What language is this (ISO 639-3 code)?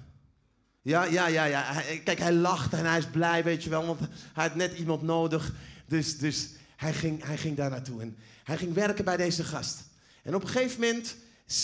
nld